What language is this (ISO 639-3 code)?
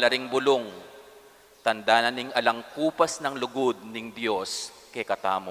pam